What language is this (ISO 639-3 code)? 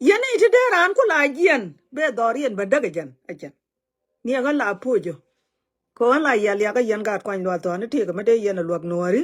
nus